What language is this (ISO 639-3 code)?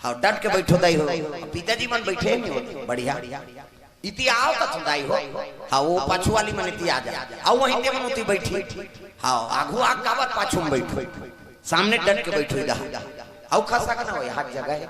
hne